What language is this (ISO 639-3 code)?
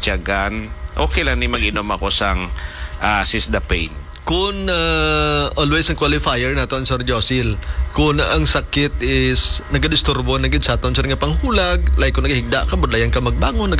hil